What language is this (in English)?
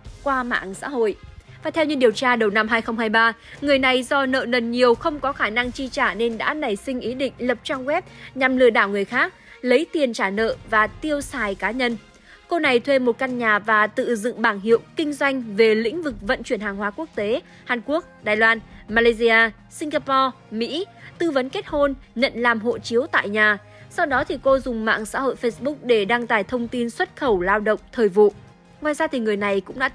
Vietnamese